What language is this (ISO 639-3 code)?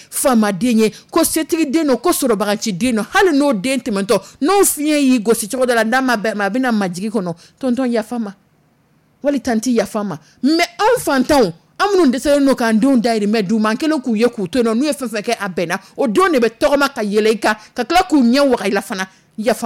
dyu